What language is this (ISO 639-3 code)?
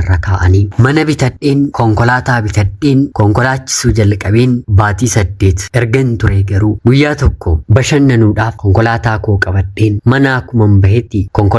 orm